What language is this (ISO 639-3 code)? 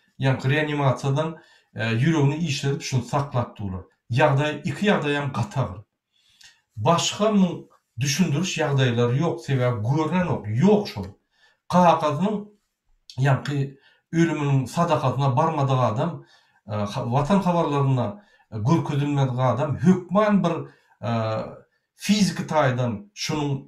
tuk